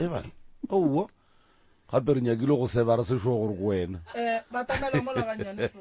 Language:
Northern Sotho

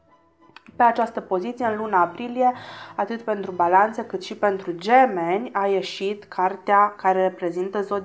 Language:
Romanian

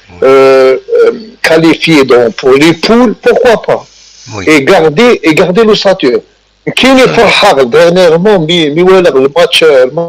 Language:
Kabyle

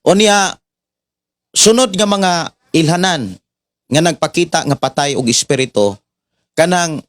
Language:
Cebuano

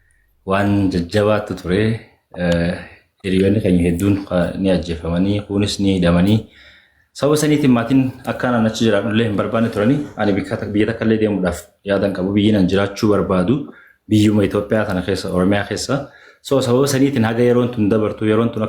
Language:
Oromo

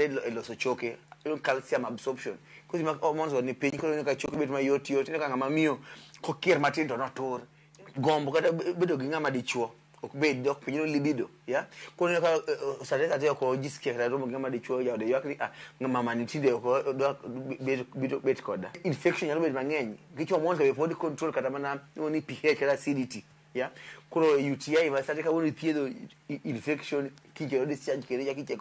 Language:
Luo (Kenya and Tanzania)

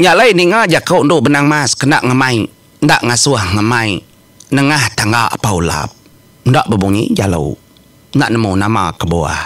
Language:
Iban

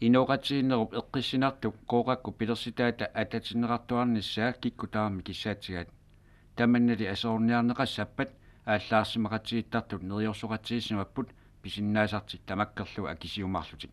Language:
Kalaallisut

